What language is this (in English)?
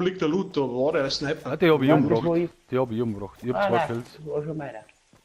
Bavarian